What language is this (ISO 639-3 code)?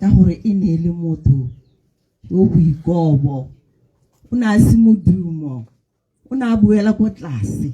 tsn